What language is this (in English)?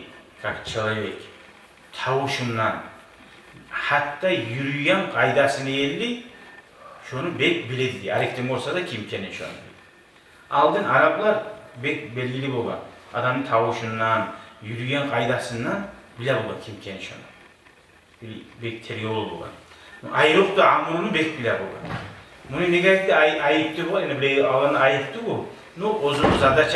Kumyk